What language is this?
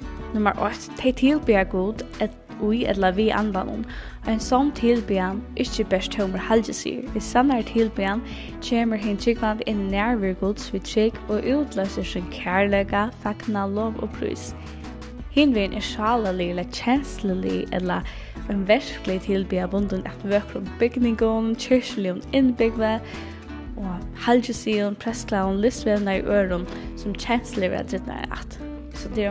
Faroese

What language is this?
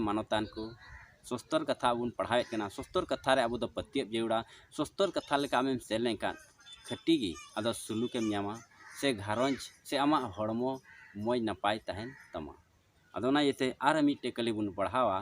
Santali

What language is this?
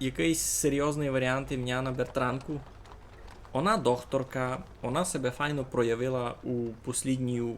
Rusyn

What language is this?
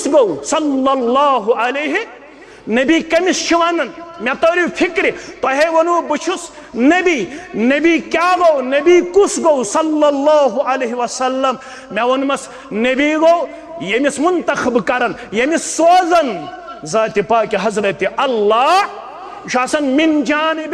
Kashmiri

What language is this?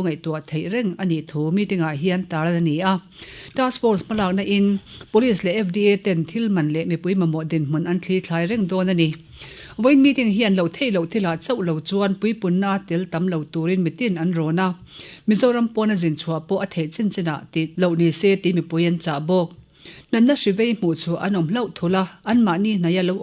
Mizo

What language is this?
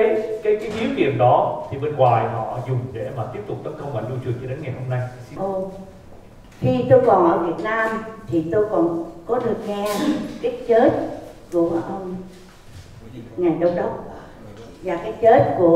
Vietnamese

